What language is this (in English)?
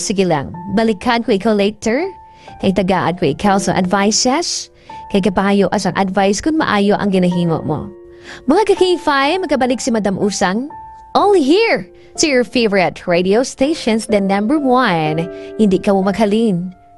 Hiligaynon